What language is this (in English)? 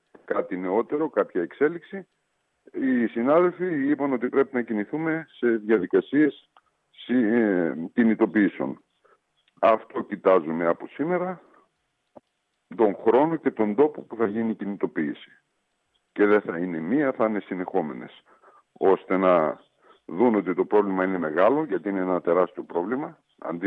Greek